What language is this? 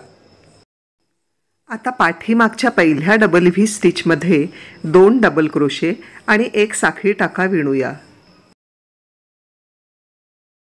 Marathi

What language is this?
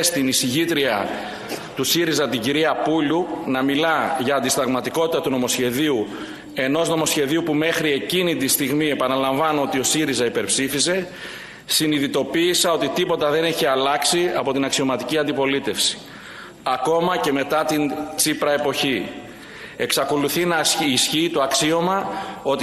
Greek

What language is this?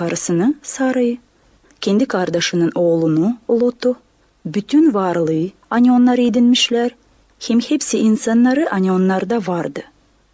Gagauz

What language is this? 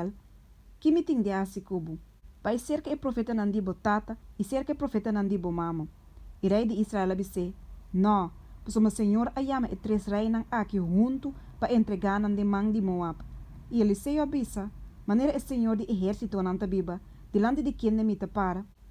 Papiamento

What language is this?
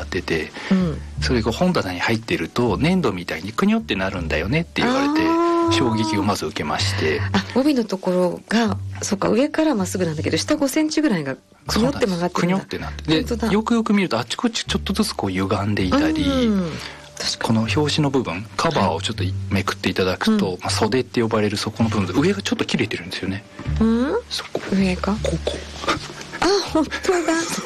Japanese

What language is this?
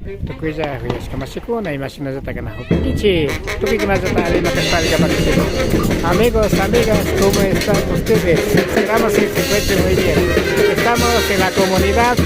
Imbabura Highland Quichua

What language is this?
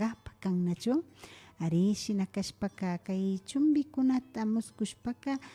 Imbabura Highland Quichua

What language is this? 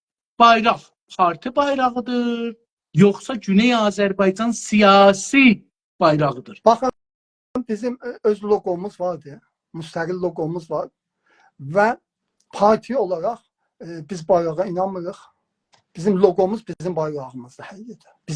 South Azerbaijani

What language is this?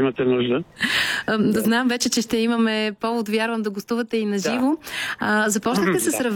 Bulgarian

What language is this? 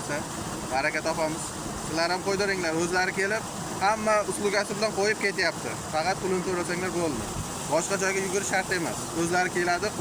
Uzbek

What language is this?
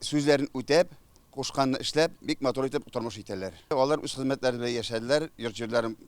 Tatar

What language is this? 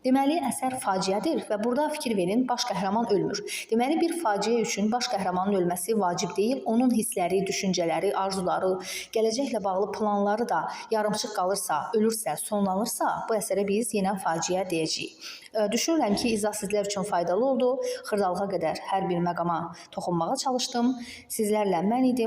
Azerbaijani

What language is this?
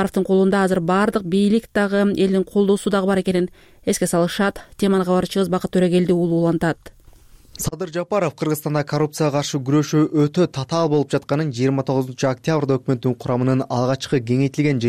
Kyrgyz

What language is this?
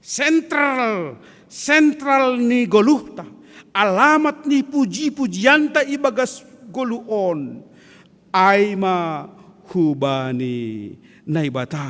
Batak Simalungun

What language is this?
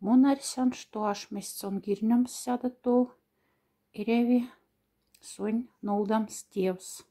Moksha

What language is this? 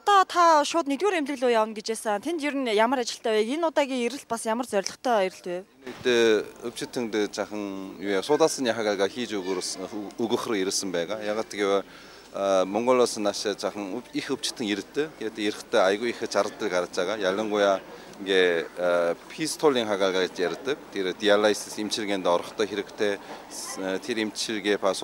Mongolian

